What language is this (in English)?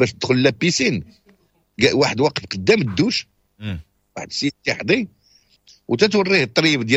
Moroccan Arabic